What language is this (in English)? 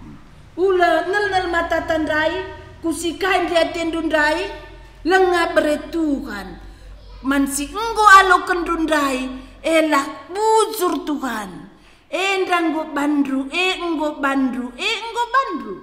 Batak Karo